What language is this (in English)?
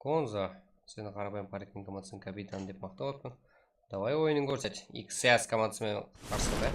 Kara-Kalpak